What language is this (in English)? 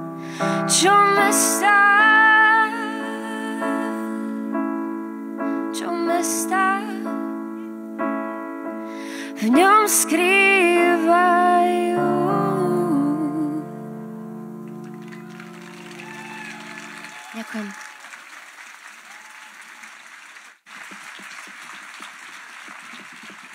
Slovak